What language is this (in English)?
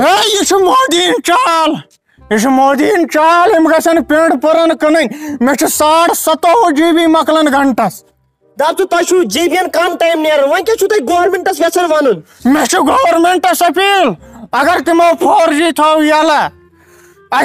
Kashmiri